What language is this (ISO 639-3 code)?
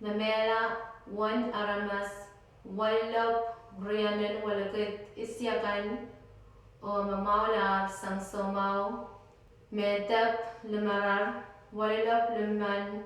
pon